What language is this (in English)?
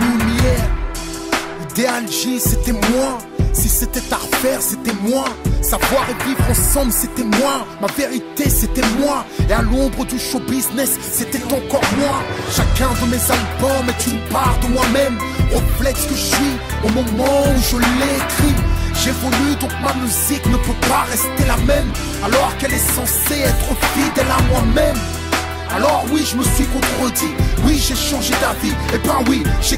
French